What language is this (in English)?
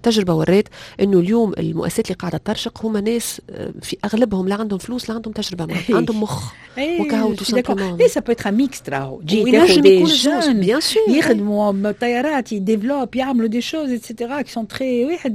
Tunisian Arabic